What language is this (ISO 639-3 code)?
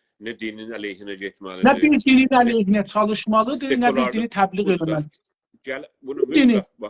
azb